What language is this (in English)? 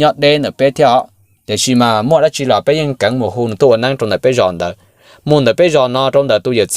Hmong